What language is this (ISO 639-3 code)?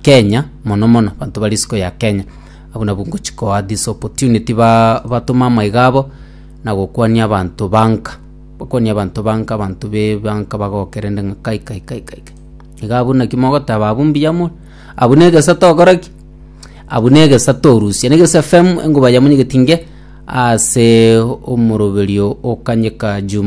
guz